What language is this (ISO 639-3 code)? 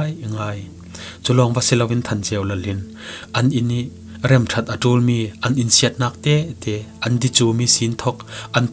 cfm